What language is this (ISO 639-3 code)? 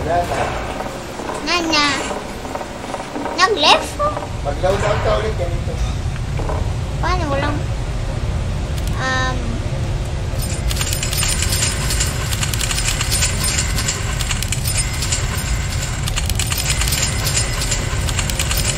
fil